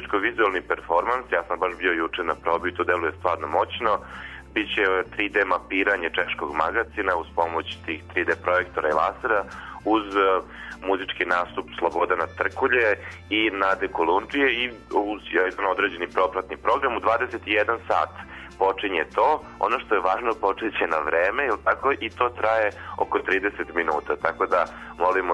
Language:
Serbian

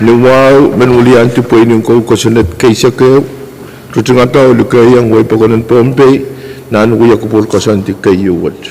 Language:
Pohnpeian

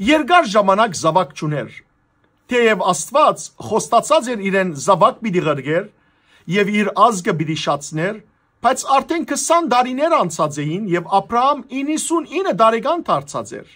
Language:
Western Armenian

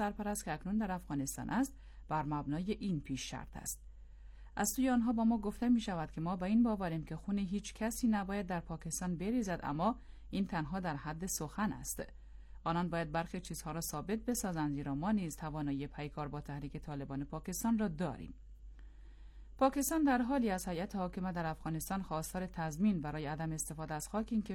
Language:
Persian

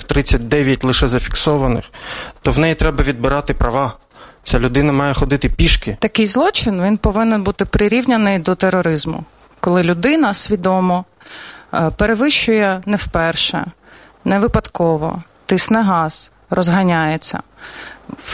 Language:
Ukrainian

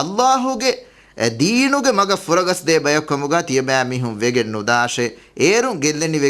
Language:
Divehi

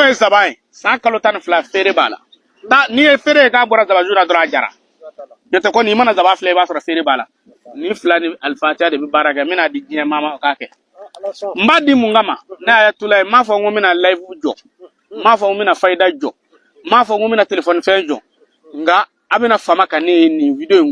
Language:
Bambara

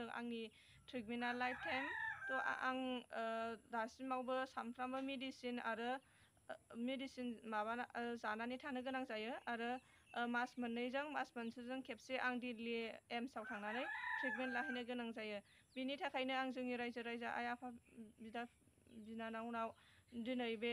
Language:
Bodo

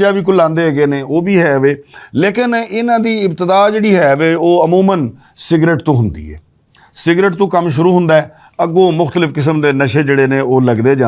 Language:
Western Panjabi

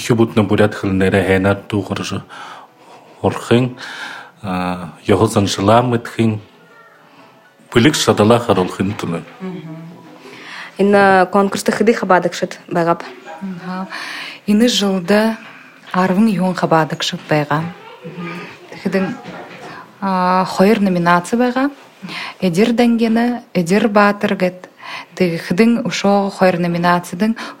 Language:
Buriat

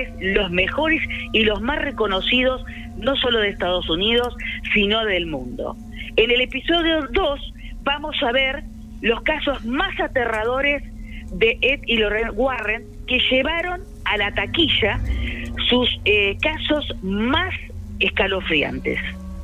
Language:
Spanish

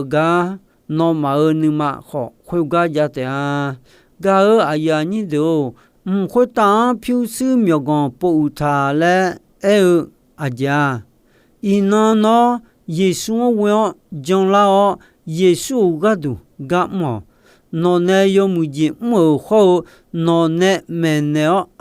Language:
Akha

